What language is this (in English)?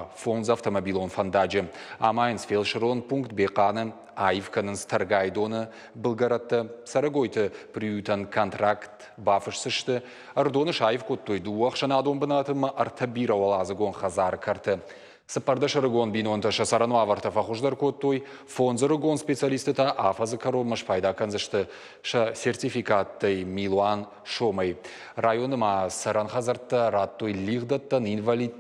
Ossetic